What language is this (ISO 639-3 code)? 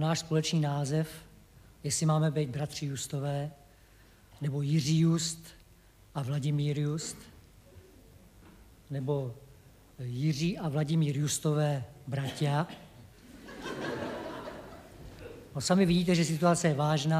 ces